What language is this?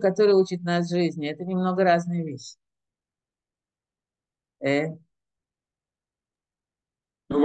Russian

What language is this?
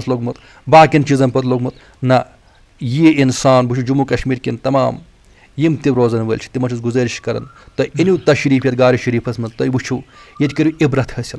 Kashmiri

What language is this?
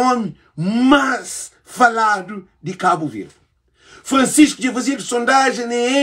Kabuverdianu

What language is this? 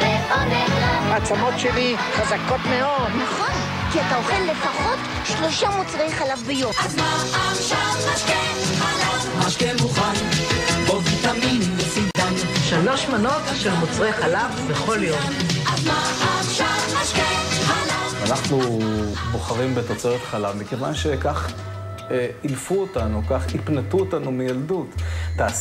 Hebrew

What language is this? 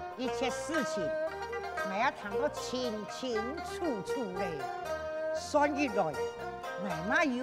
Hakka Chinese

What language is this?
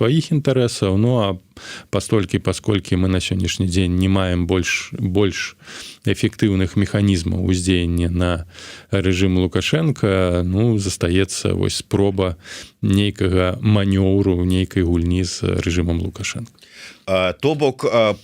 Belarusian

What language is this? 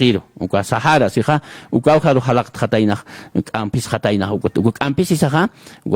Aymara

